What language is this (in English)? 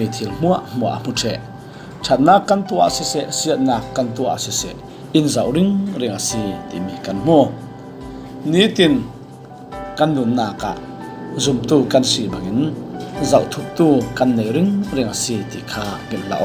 Falam Chin